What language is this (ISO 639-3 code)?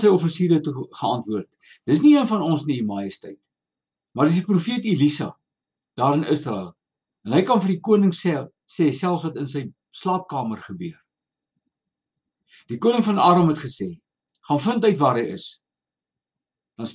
afr